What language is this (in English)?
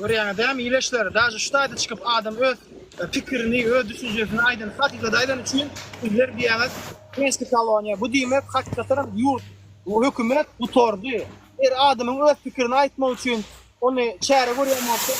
Turkmen